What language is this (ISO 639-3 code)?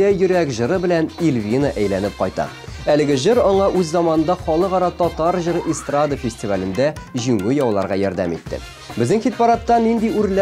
tat